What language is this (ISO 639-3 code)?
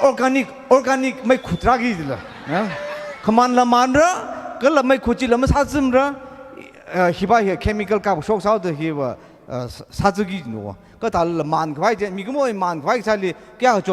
nmf